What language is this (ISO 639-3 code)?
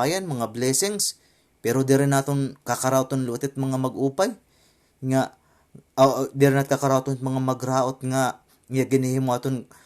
war